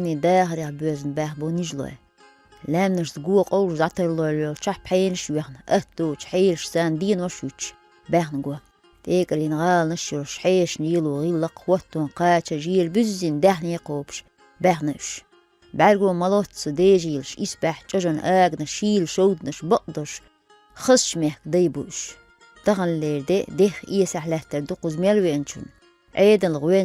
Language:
Chechen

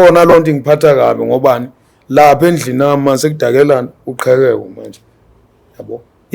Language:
Zulu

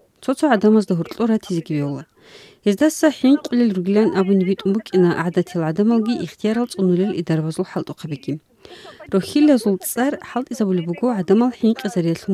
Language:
Avaric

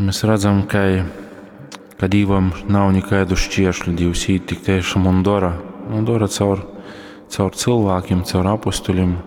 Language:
Latgalian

